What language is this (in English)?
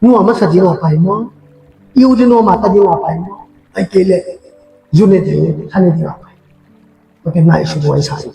Tedim Chin